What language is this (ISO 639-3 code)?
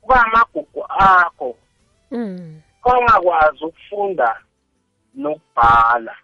nbl